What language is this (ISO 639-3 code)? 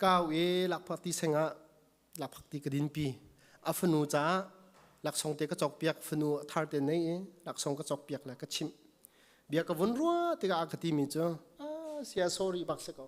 cnh